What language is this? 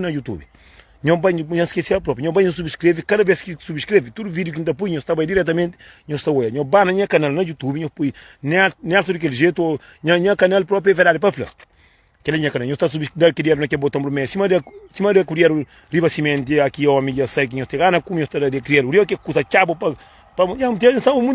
Kabuverdianu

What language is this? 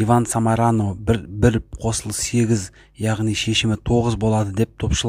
Kazakh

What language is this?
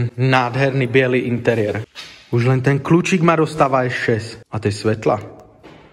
Slovak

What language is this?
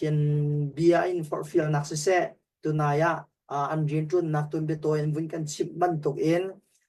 Hakha Chin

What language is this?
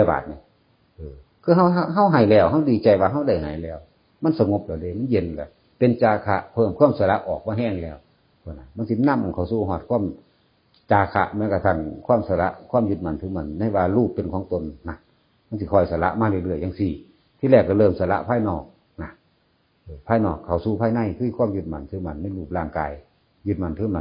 Northeastern Thai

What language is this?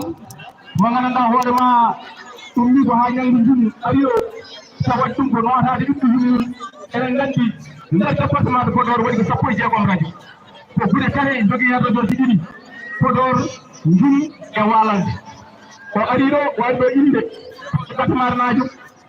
Fula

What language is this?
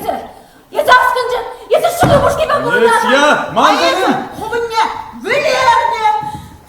Chuvash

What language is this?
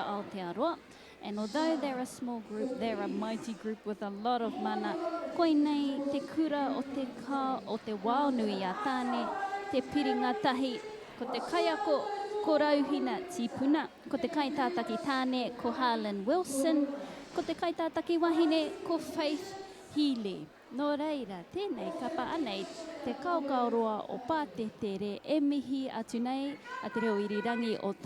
Māori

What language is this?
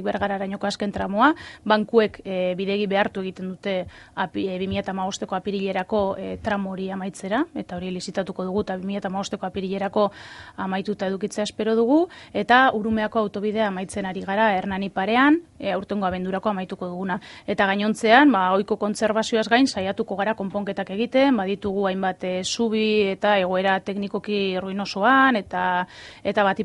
Basque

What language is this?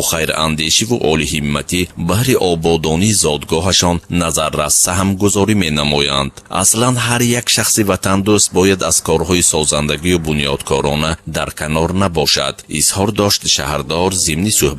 Tajik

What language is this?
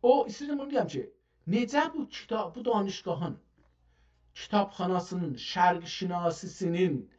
South Azerbaijani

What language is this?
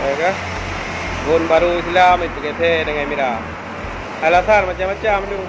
Achinese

